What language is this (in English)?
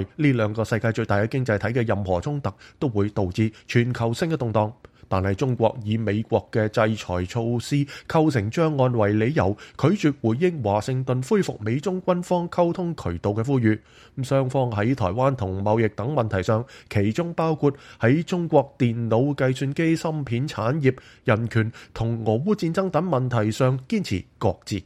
Cantonese